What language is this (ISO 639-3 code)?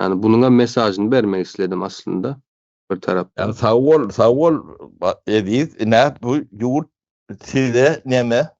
tuk